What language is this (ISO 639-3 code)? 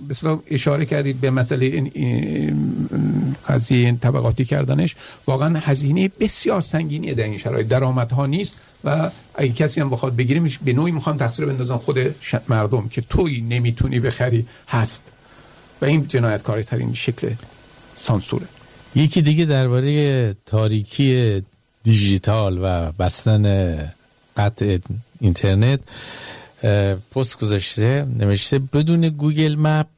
fas